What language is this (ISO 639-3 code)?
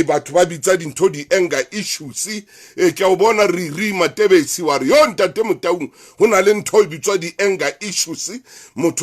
sot